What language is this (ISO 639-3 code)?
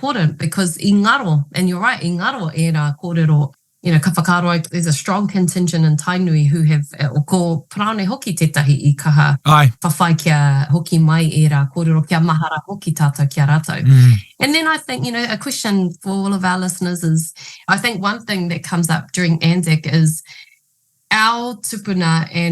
mri